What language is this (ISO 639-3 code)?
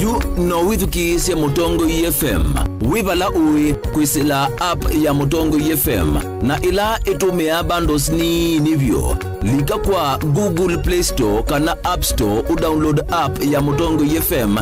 kam